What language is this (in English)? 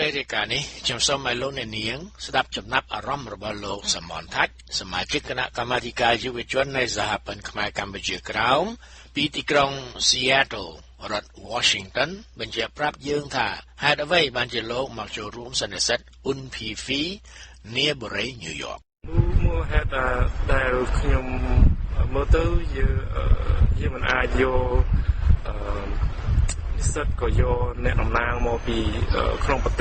Khmer